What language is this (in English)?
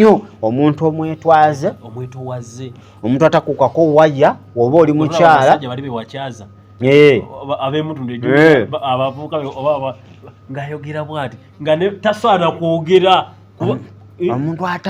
Ganda